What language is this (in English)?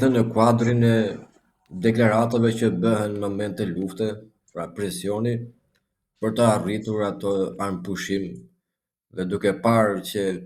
Albanian